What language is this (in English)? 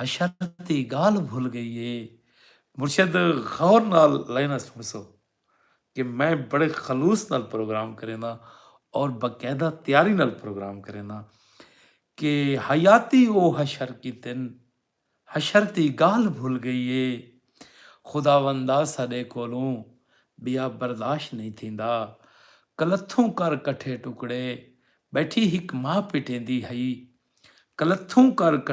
Saraiki